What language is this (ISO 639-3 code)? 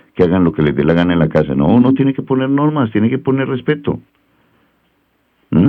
spa